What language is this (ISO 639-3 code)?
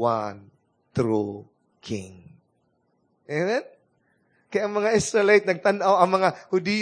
ceb